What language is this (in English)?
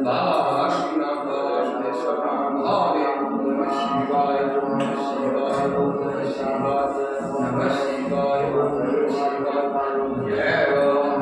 Maithili